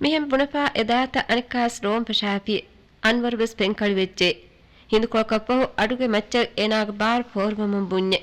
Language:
Divehi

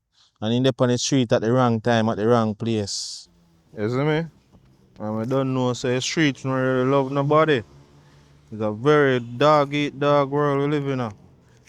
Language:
Jamaican Creole English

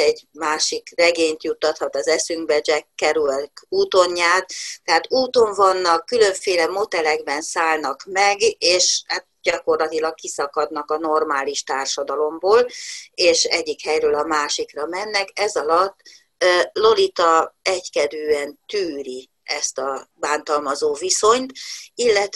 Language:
Hungarian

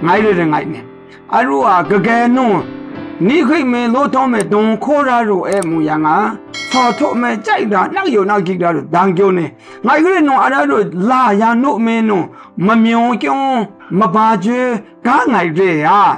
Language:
Maru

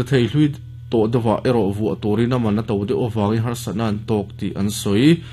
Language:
Mizo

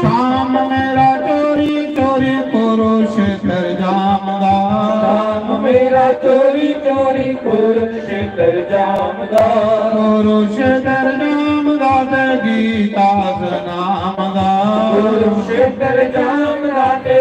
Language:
Dogri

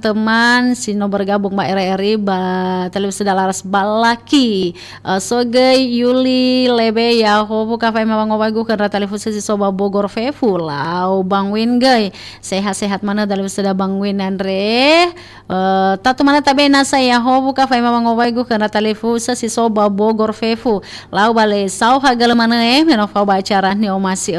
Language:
Nias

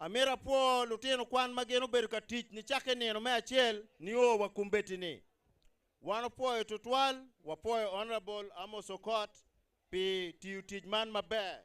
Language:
Acoli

